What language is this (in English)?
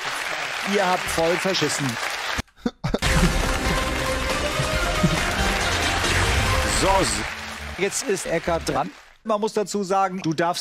German